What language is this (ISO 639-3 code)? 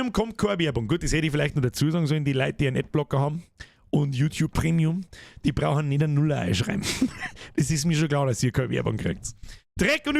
bar